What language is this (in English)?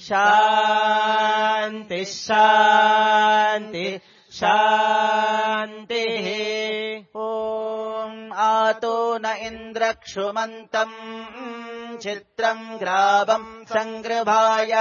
Sanskrit